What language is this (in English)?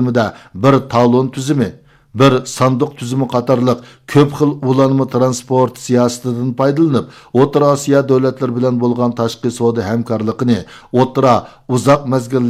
Uyghur